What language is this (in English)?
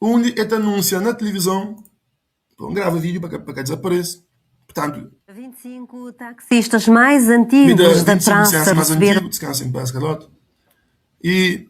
Kabuverdianu